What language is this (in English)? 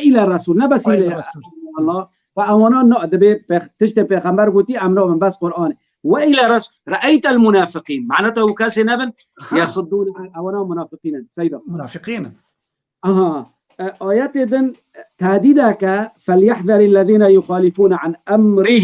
Kurdish